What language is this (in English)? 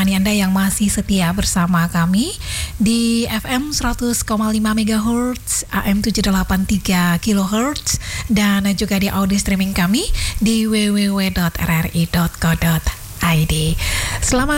Indonesian